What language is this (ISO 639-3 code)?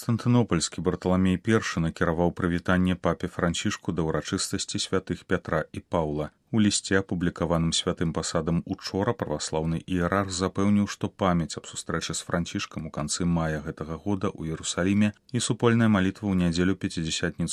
bel